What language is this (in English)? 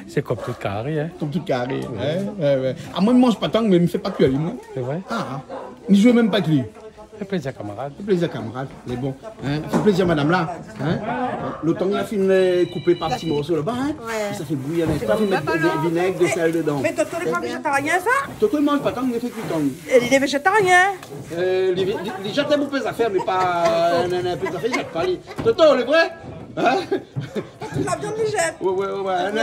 Réunion Creole French